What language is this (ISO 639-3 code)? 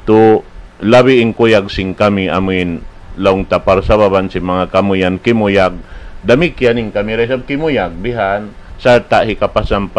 tsg